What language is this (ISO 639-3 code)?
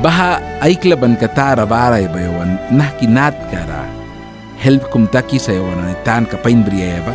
miq